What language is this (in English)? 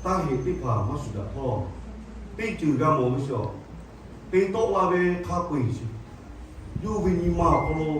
Lahu